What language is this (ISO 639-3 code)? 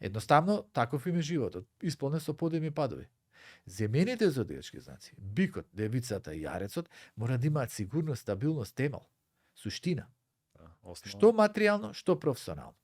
mkd